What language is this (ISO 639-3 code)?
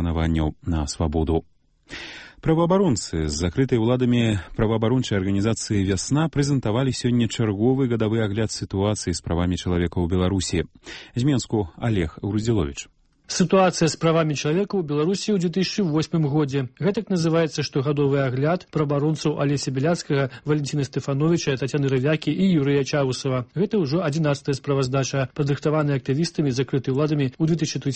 bel